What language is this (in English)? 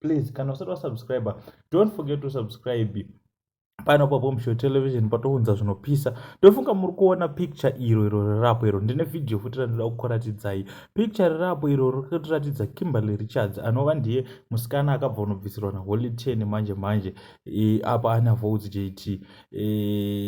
Shona